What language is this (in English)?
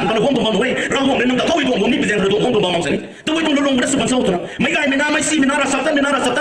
Rongmei Naga